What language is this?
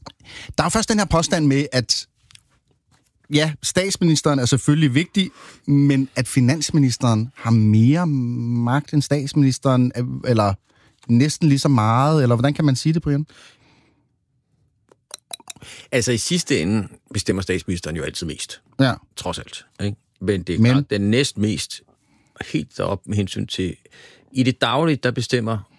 Danish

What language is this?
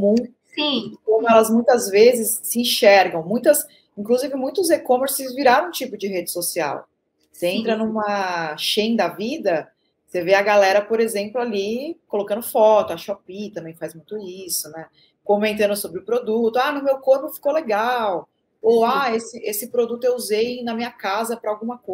Portuguese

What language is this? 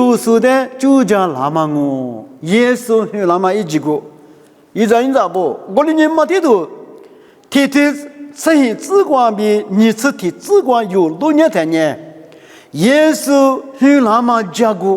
Lisu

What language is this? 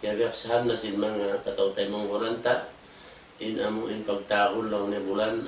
Tausug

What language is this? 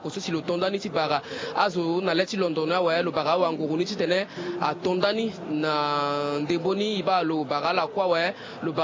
Sango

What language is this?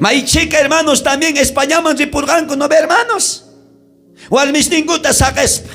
South Bolivian Quechua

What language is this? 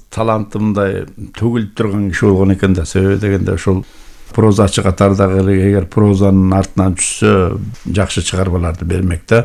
Kyrgyz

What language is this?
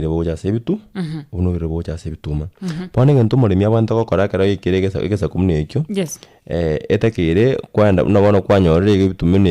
Gusii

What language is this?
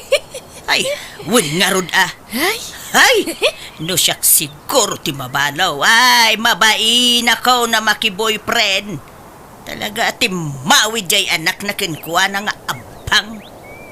Iloko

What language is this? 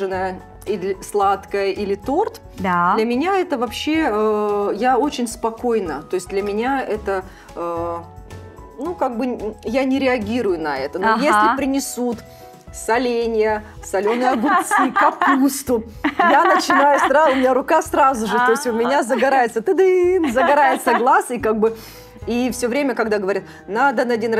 Russian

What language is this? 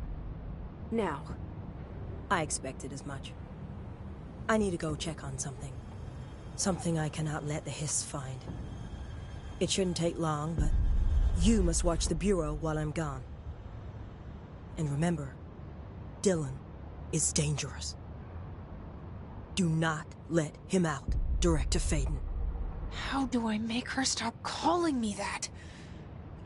English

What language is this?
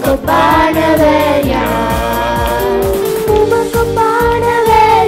Tamil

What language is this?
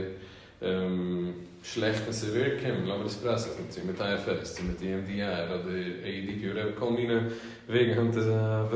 Yiddish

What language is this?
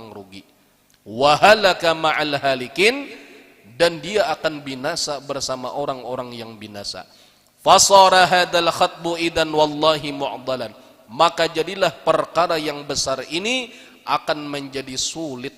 Banjar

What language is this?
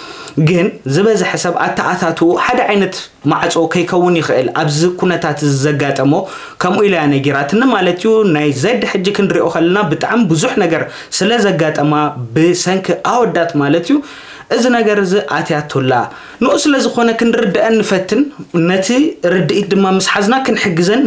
Tigrinya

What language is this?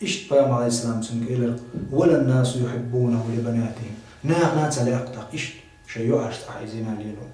Chechen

